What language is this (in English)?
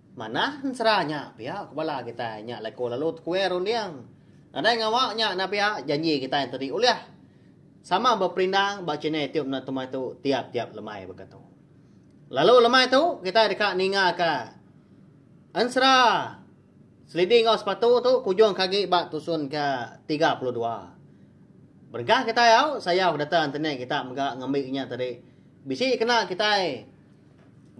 Iban